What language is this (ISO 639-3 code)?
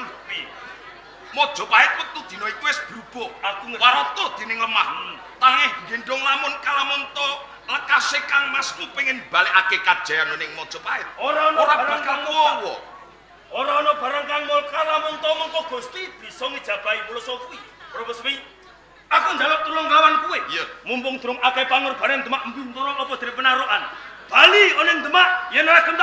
jav